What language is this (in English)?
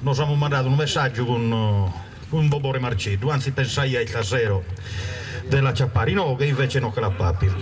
Sardinian